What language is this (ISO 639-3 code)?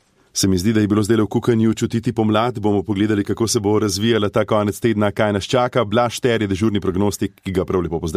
slv